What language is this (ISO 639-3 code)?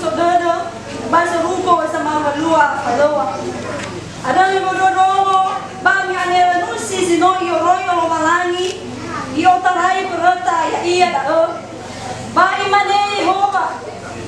nia